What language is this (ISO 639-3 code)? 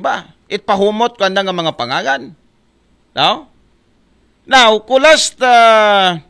akl